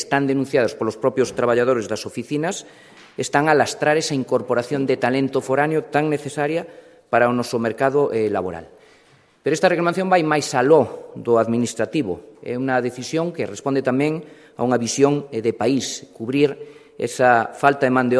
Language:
Galician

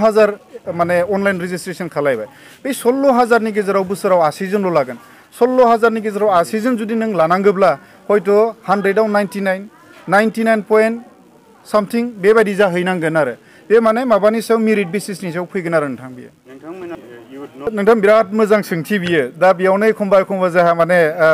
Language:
Bodo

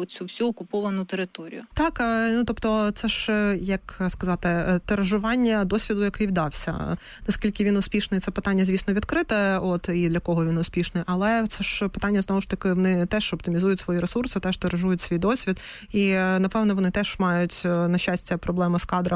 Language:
Ukrainian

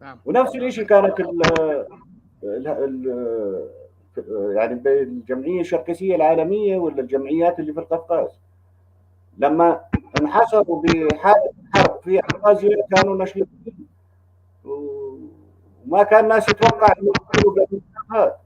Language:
North Levantine Arabic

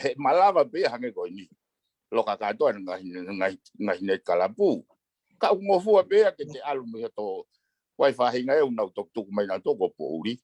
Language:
Tongan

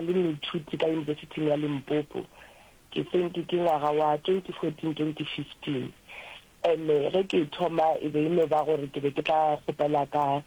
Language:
Northern Sotho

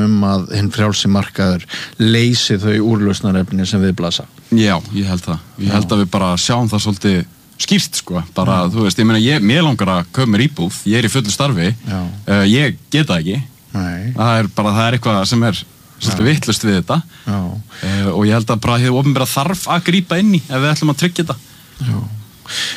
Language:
Icelandic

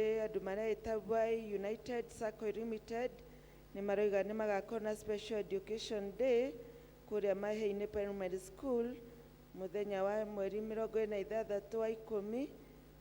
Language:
Kikuyu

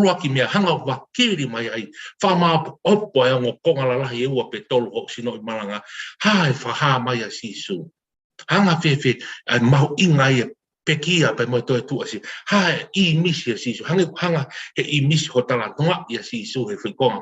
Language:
Tongan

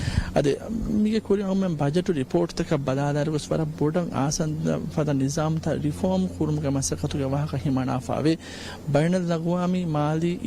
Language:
Divehi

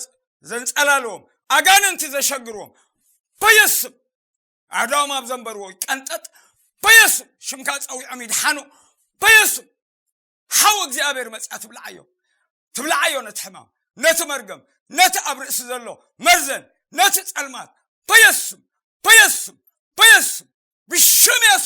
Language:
Tigrinya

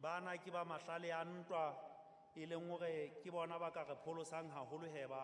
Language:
Southern Sotho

